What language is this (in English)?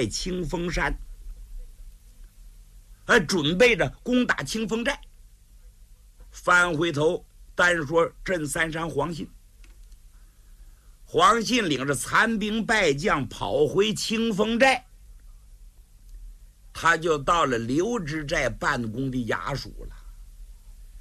Chinese